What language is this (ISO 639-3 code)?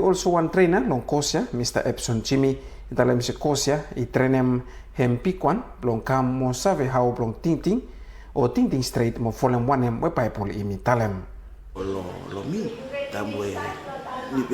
bis